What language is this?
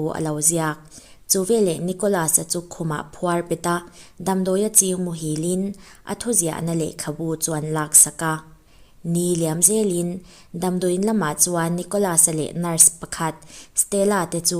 Mizo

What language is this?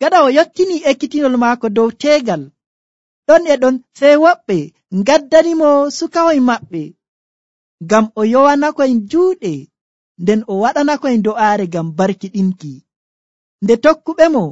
Nigerian Fulfulde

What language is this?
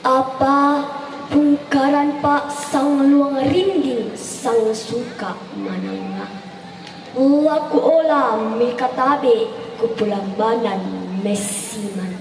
Toraja-Sa'dan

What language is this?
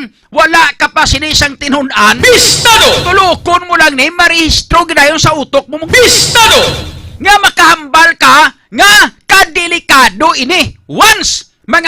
Hiligaynon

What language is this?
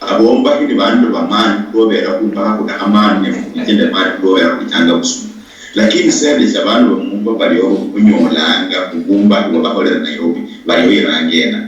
Luyia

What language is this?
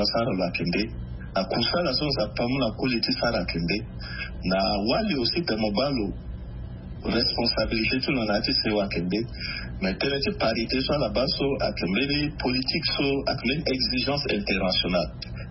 Sango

